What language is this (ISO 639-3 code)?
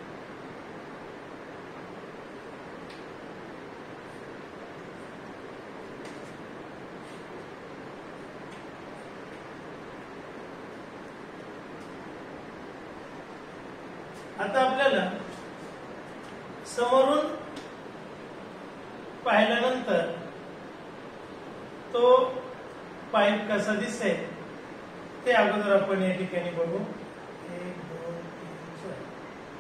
mar